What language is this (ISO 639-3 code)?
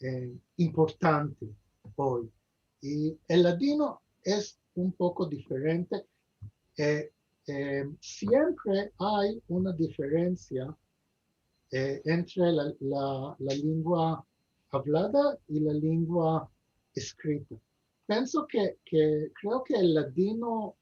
lad